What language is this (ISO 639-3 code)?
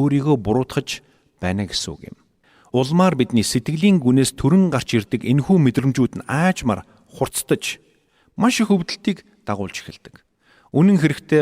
mon